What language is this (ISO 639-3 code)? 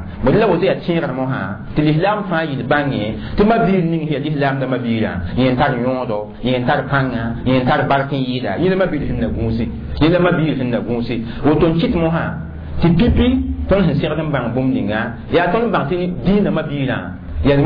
mos